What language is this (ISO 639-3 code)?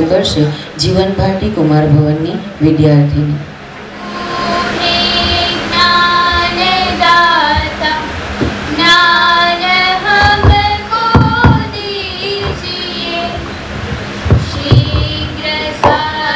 guj